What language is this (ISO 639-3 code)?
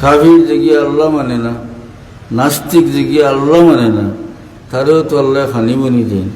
syl